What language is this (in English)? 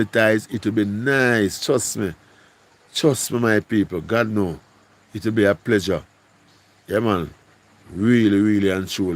Jamaican Creole English